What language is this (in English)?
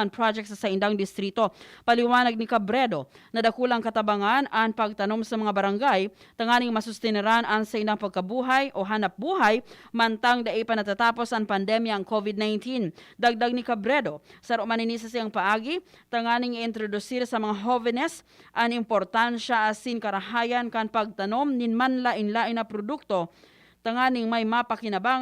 Bikol